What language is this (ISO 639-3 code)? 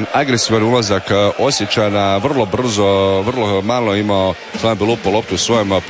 hrv